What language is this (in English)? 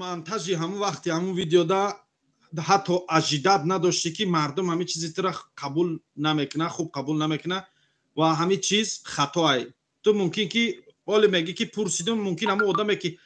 Tajik